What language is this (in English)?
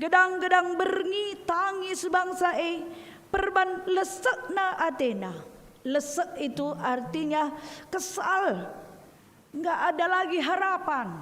Batak Karo